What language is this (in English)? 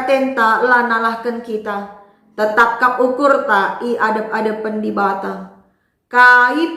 Batak Karo